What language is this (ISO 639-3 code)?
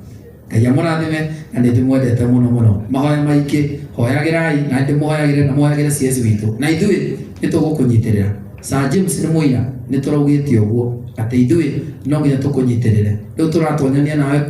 kik